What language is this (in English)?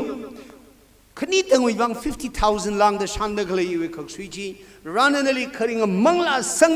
Tangkhul Naga (India)